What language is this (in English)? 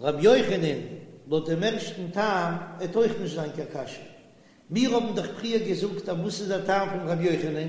Yiddish